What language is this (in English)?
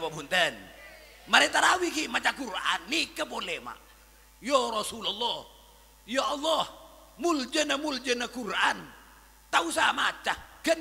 Madurese